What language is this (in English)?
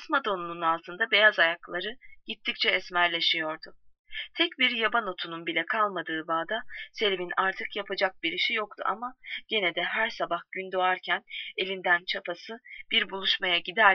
Turkish